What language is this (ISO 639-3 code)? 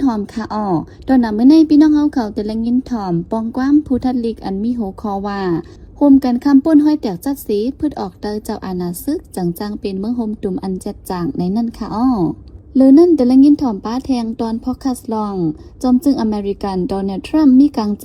shn